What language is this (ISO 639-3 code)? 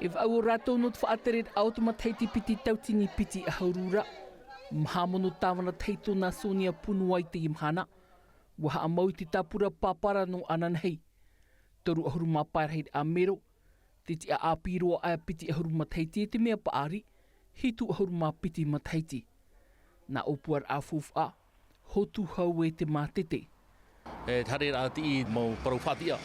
tah